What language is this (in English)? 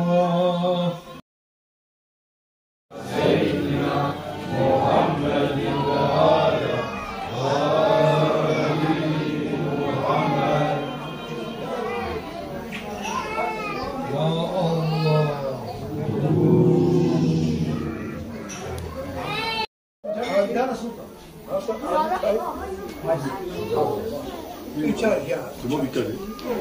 Turkish